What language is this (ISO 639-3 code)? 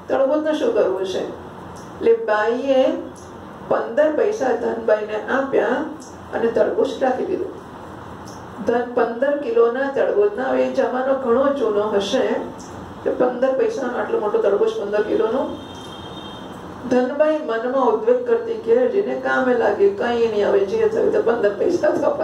guj